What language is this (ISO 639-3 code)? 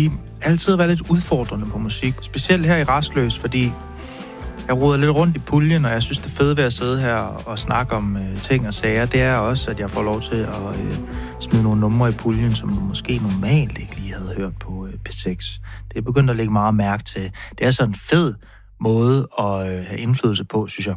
dan